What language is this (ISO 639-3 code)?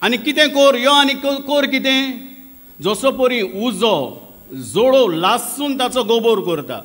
kok